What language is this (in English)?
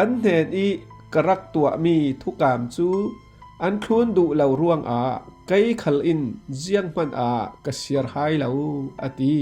Falam Chin